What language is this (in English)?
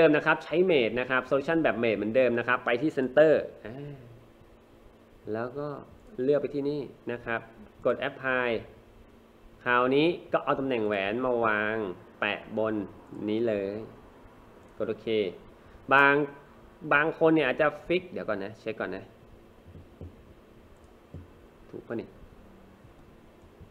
Thai